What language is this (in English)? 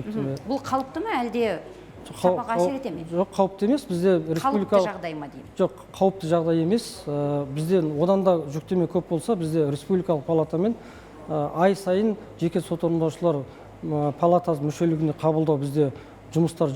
Kazakh